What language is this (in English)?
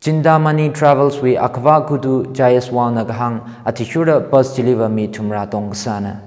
Tangkhul Naga (India)